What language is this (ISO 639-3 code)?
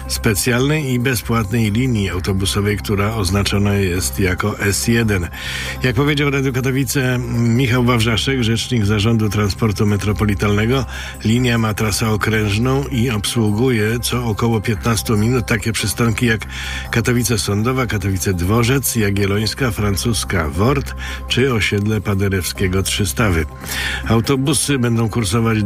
pol